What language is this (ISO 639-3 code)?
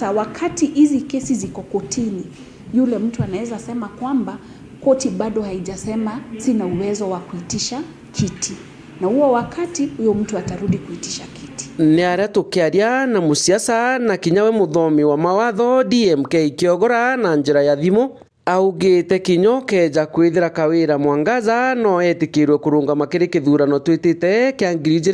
mer